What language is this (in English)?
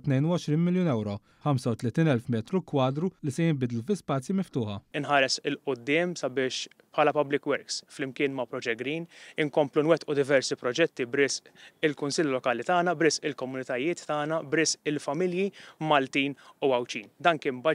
Maltese